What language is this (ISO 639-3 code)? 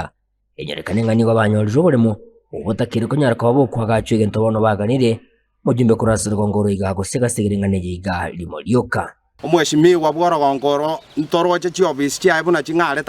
guz